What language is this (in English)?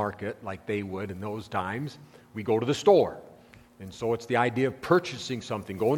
English